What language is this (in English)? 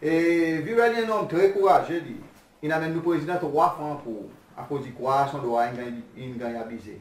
Seselwa Creole French